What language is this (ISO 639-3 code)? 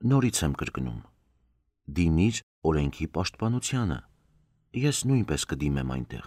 hye